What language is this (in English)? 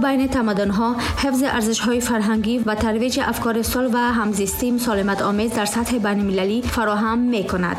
Tajik